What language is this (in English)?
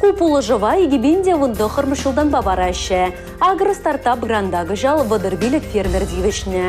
Chuvash